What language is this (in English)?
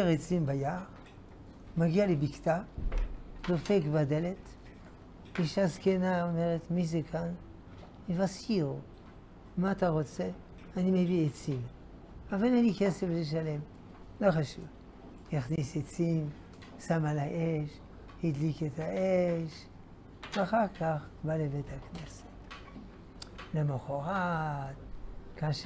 Hebrew